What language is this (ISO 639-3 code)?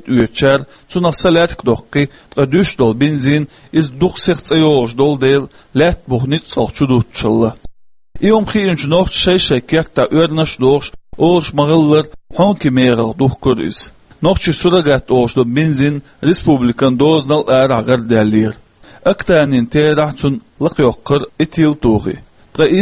che